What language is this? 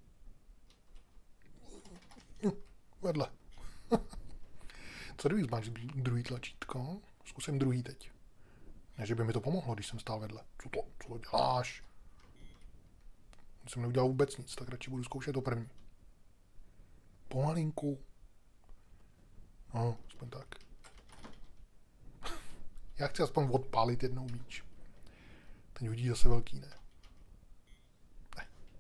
Czech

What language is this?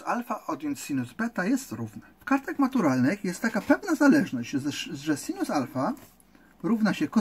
Polish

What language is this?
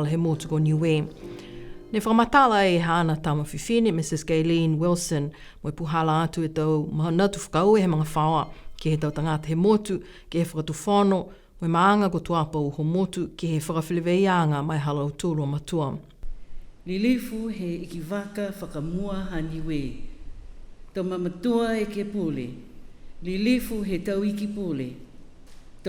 Niuean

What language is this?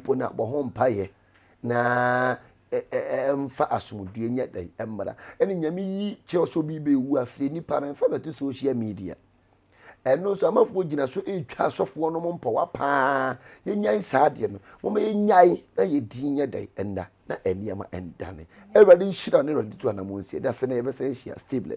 Akan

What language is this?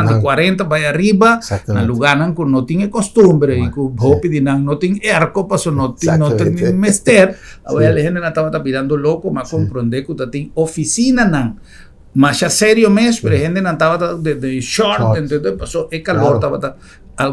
Papiamento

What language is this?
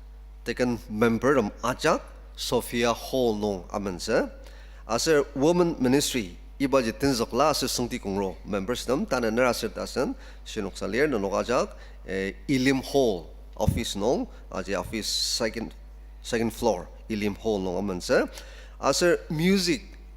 Ao Naga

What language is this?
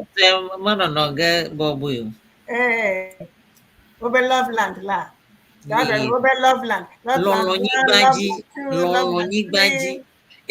Ewe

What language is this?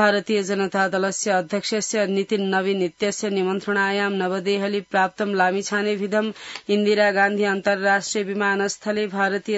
Sanskrit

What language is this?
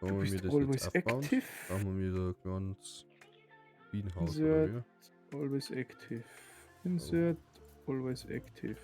Bavarian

